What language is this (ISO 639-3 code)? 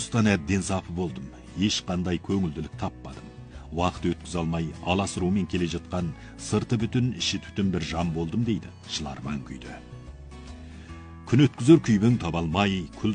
kaz